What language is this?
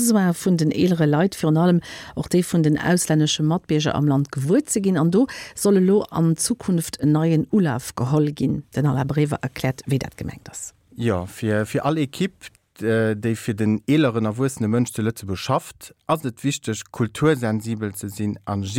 Luxembourgish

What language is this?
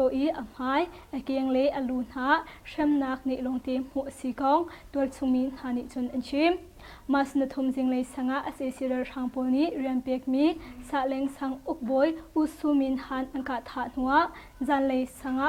Hakha Chin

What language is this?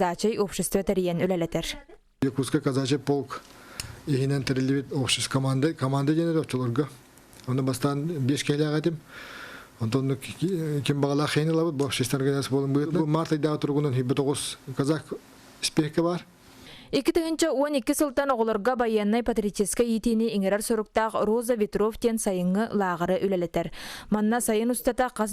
Yakut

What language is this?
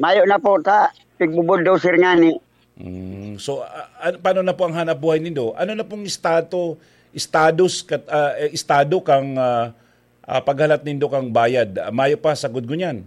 Bikol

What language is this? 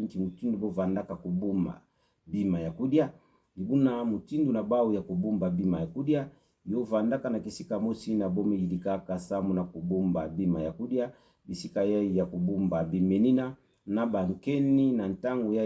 Kituba (Democratic Republic of Congo)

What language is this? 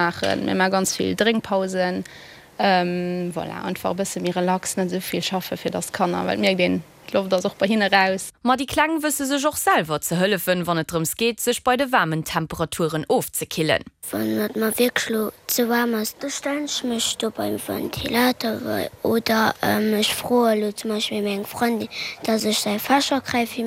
Luxembourgish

